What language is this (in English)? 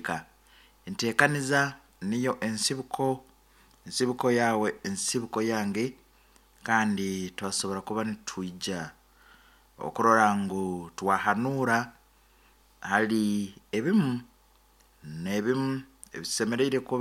Nyankole